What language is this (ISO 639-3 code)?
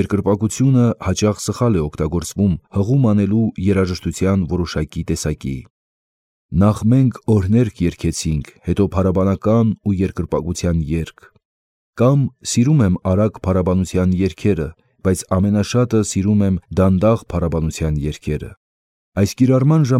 hye